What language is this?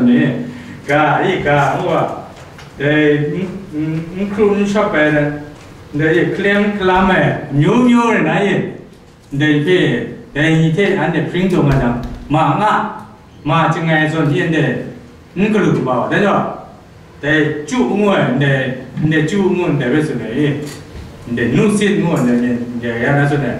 Kachin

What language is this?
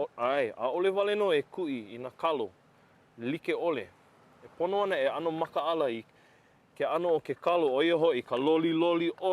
Hawaiian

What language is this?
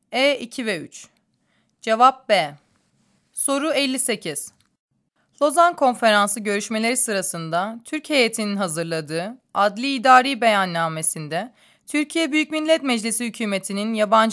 Turkish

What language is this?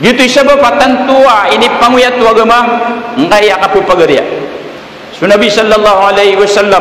Maranao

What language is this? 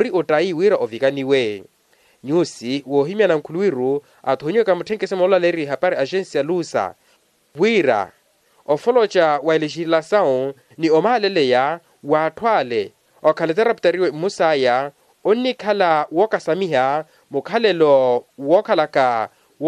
Makhuwa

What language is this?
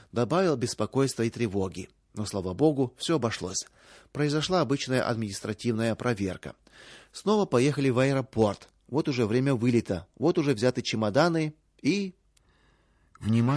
Russian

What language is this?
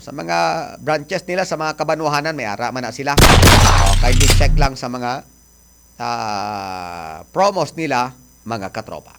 Hiligaynon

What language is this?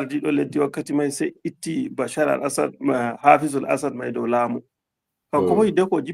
Fula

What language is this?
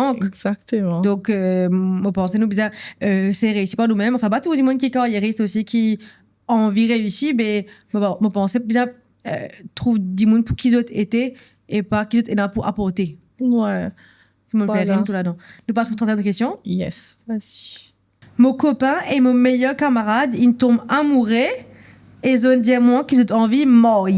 Morisyen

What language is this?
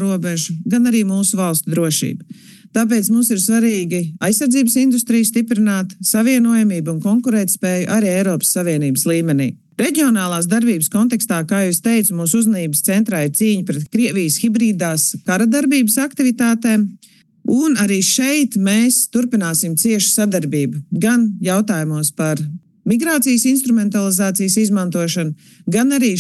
Latvian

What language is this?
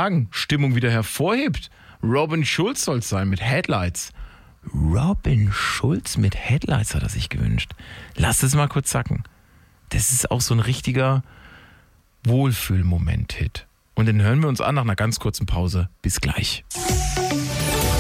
German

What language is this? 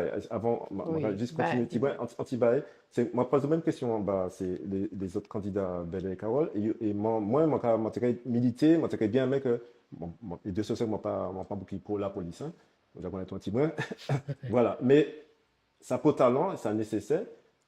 Guadeloupean Creole French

